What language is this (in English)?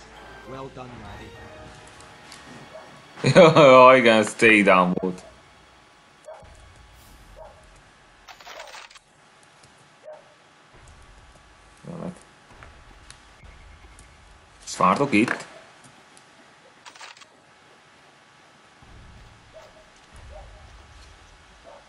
Hungarian